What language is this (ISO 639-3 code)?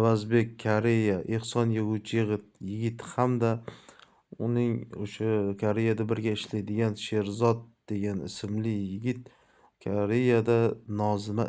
uzb